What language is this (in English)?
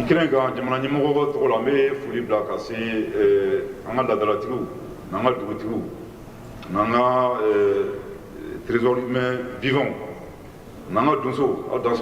Bambara